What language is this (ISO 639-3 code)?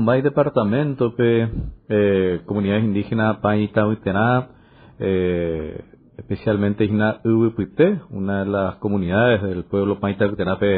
grn